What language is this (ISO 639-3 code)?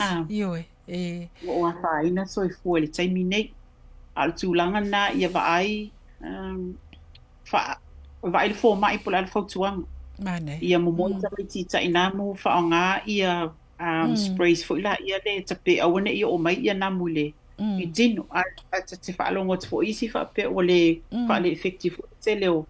smo